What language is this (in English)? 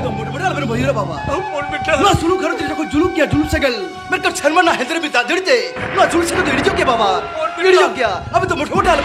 Santali